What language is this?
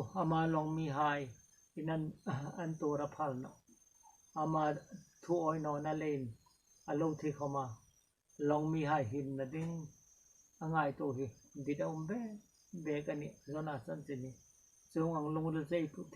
Hmar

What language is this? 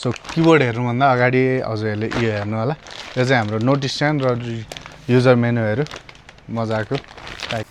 Nepali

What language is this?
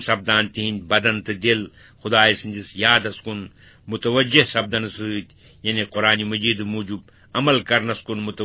Kashmiri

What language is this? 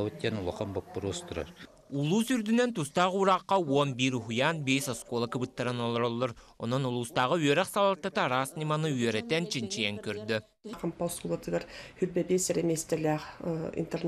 Yakut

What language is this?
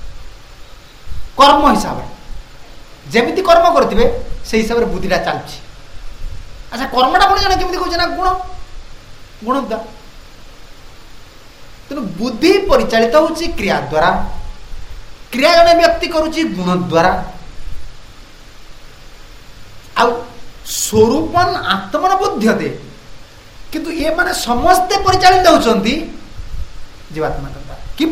Odia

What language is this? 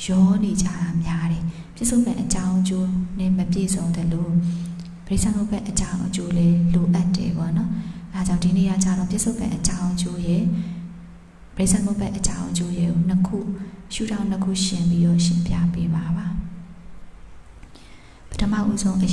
Burmese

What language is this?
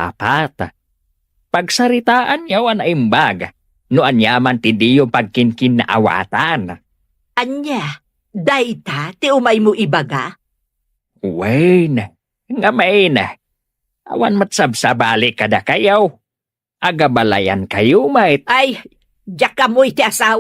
Iloko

